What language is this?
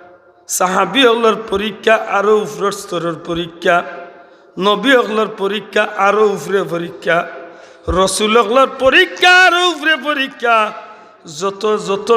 Sylheti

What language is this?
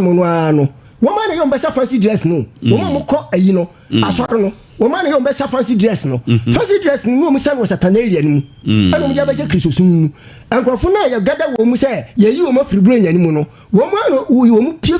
Akan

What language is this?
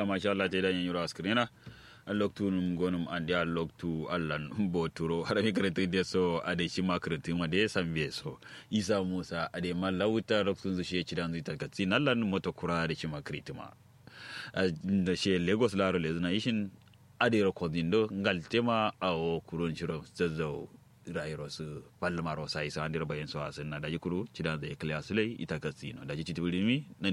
Kanuri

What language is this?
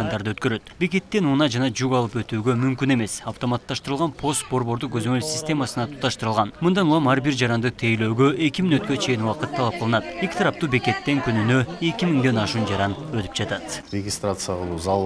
Kyrgyz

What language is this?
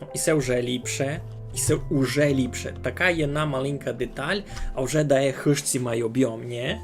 Rusyn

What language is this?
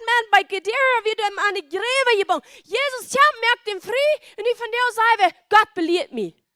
Plautdietsch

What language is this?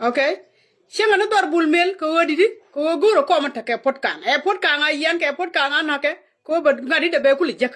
Nuer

